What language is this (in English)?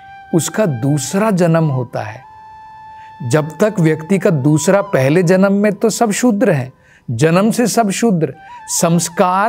Hindi